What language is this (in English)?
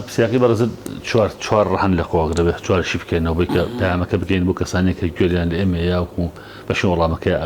Central Kurdish